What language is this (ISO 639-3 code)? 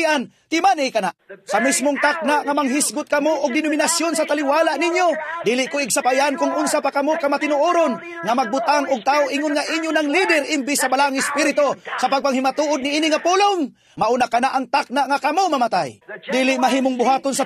ceb